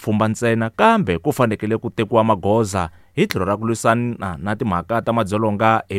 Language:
Tsonga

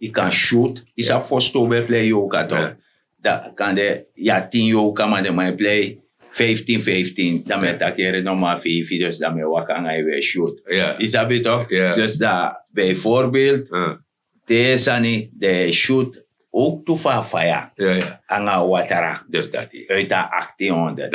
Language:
Sranan Tongo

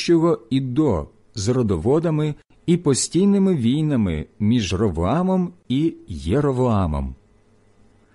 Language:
Ukrainian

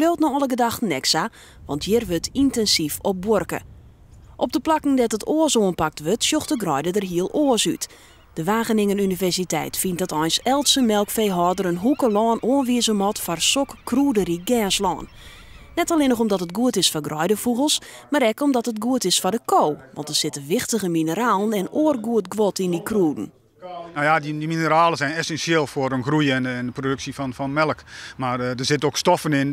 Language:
Western Frisian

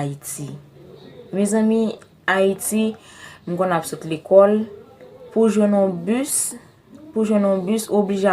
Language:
Haitian Creole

